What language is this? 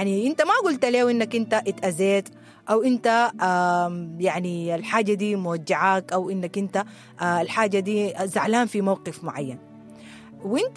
Sudanese Arabic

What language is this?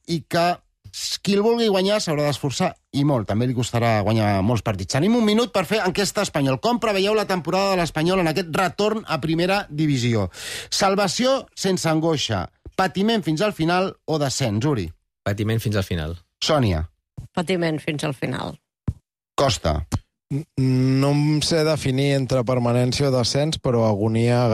Catalan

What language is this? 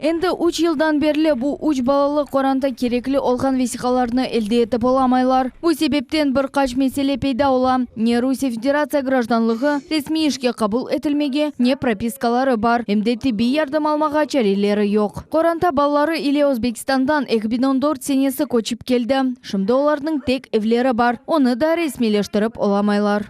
Crimean Tatar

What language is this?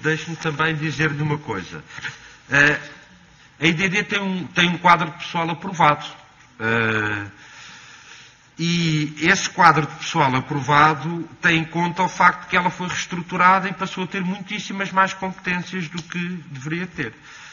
Portuguese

